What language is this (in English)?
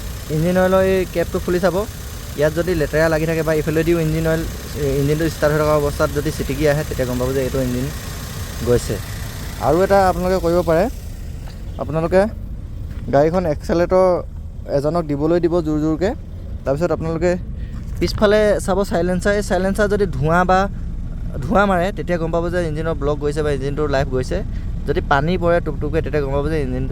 Assamese